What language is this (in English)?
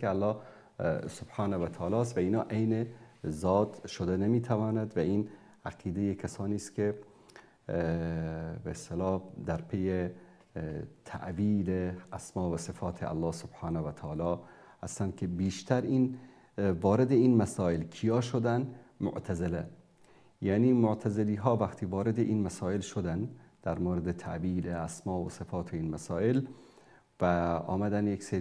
Persian